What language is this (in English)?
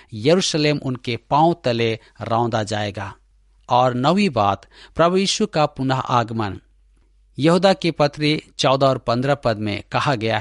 Hindi